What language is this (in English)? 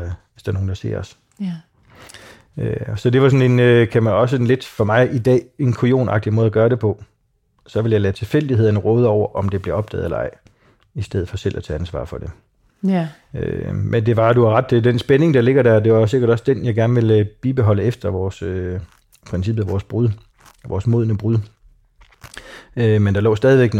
Danish